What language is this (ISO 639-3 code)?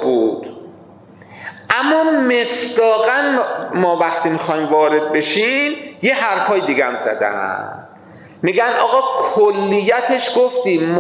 fas